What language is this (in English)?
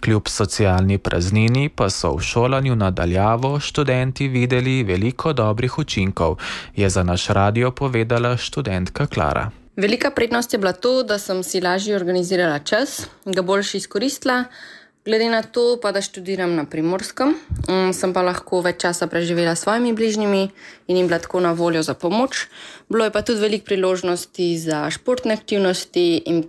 Slovenian